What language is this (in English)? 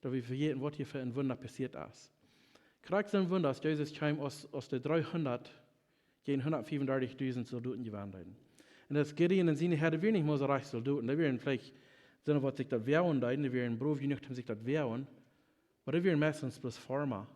Plautdietsch